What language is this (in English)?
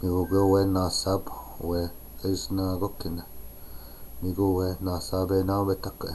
Chippewa